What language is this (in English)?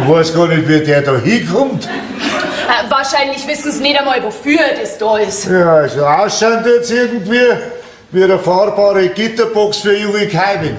Bavarian